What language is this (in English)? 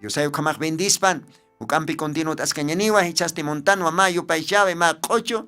Aymara